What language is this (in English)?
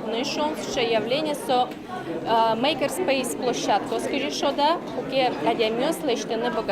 Udmurt